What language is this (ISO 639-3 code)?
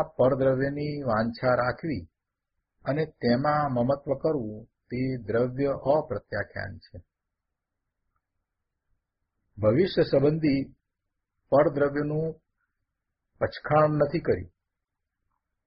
guj